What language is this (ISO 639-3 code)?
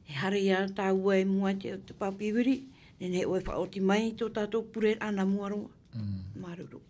tah